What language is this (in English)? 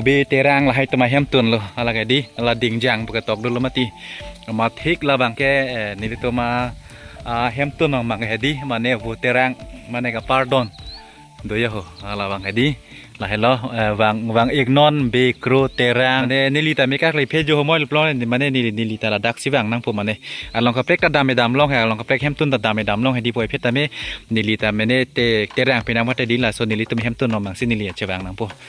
Karbi